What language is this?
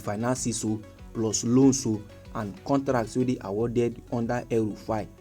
Nigerian Pidgin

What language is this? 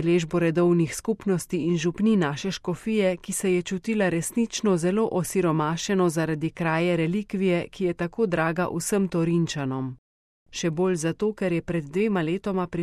Slovenian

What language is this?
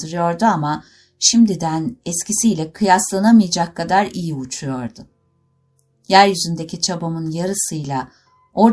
Turkish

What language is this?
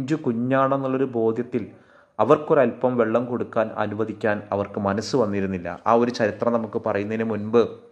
Malayalam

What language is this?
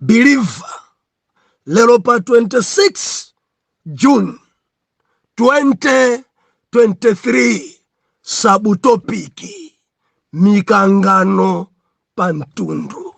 Nyanja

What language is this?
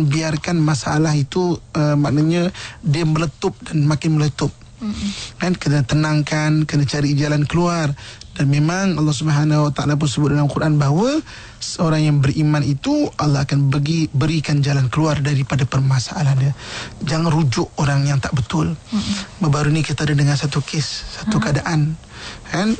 Malay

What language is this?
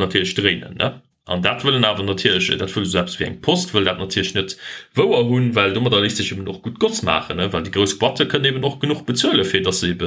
Luxembourgish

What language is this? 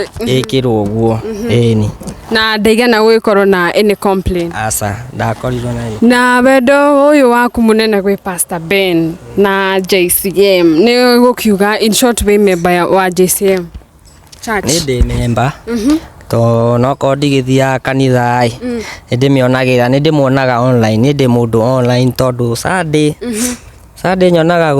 Kikuyu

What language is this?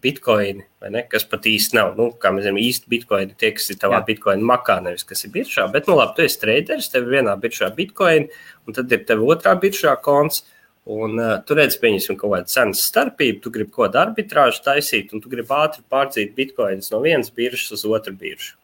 Latvian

